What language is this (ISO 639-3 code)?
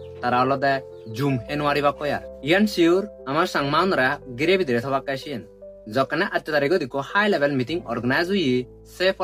ccp